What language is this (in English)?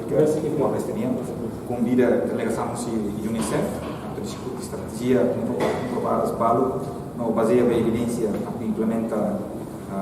Tetum